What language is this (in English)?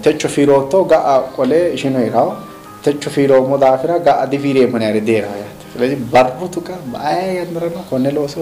Sidamo